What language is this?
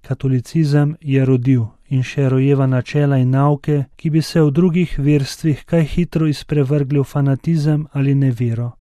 Slovenian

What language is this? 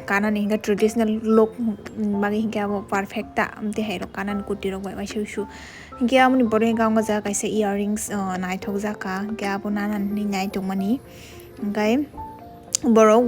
Kok Borok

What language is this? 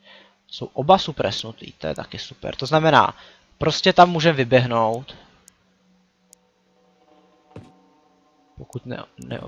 Czech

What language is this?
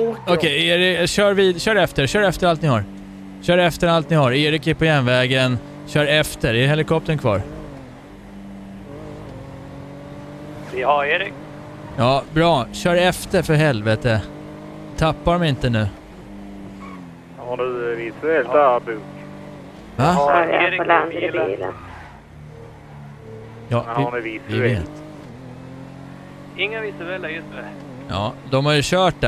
Swedish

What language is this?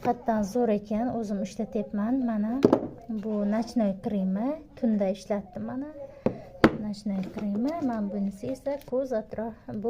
Uzbek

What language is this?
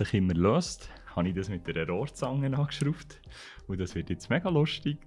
Swiss German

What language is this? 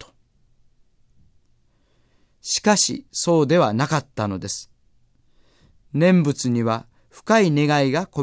Japanese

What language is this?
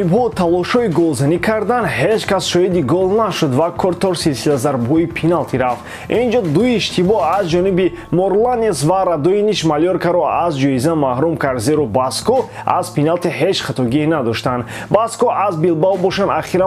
Tajik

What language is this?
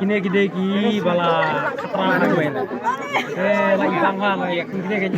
Khasi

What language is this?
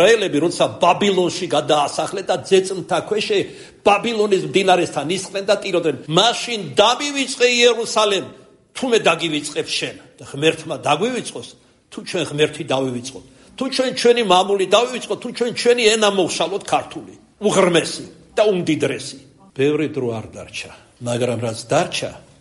Georgian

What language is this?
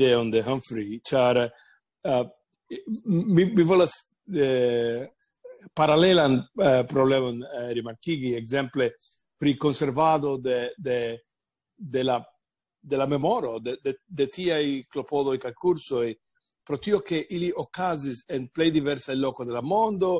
Esperanto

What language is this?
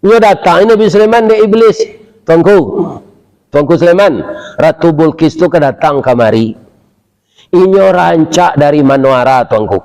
Minangkabau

